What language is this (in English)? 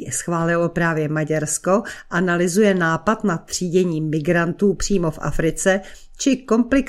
Czech